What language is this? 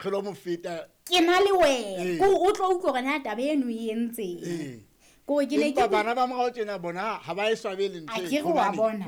Southern Sotho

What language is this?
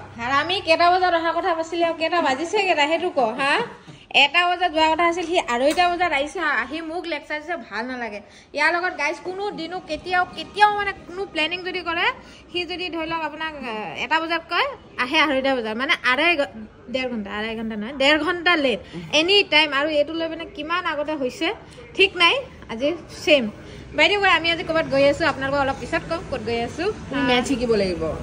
Assamese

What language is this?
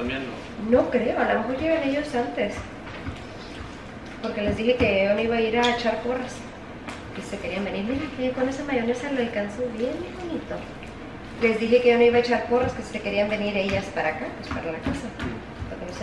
Spanish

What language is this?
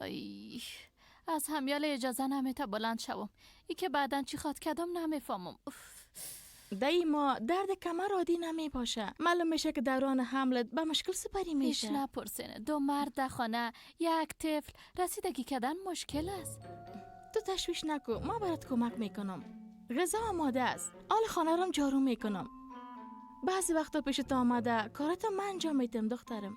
Persian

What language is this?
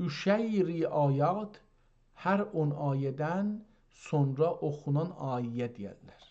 South Azerbaijani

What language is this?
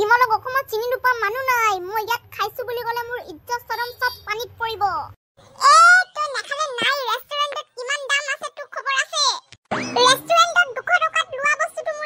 Assamese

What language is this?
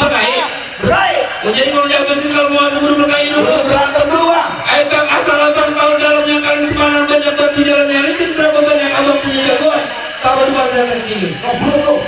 Betawi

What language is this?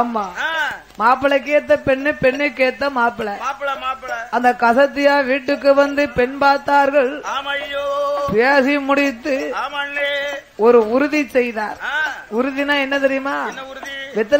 Tamil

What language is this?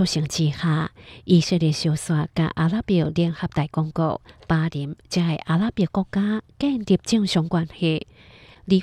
Hakka Chinese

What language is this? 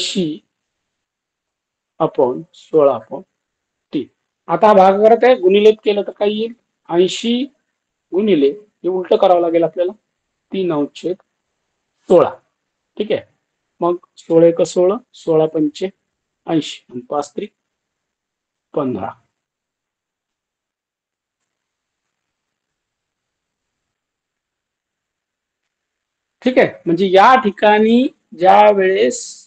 Marathi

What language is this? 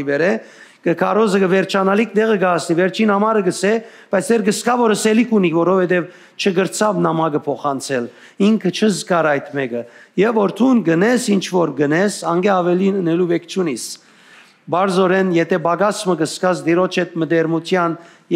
Western Armenian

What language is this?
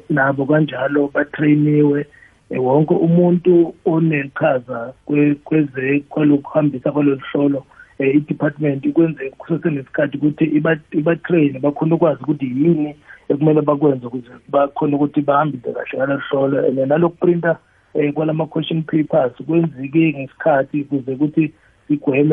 South Ndebele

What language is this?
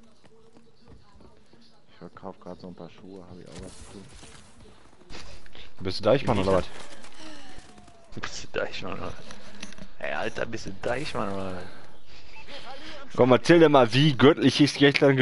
German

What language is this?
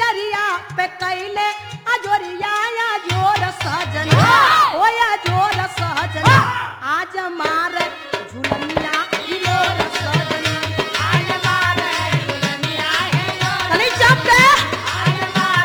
Bhojpuri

